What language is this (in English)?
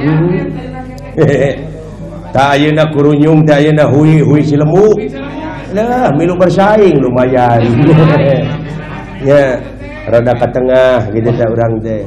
Sundanese